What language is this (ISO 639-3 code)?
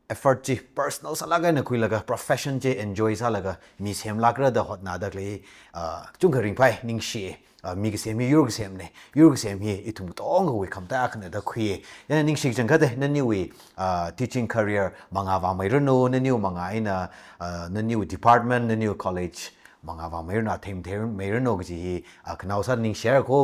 nmf